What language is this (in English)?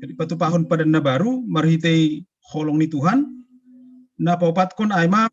Batak Simalungun